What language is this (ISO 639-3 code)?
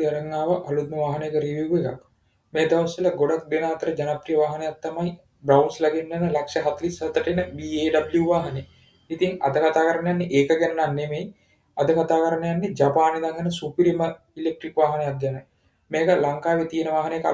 sin